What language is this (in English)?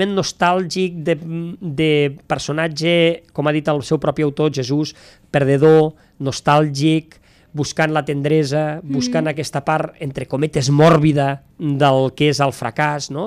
Catalan